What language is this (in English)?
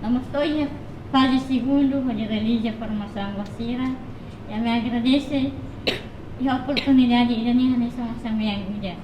Tetum